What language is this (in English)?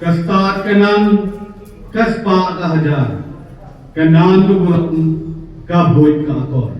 Khasi